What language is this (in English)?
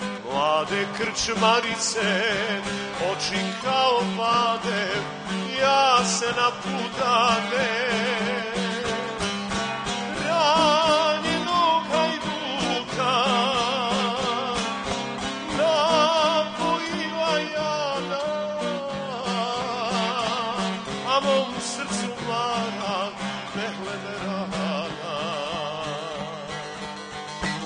Serbian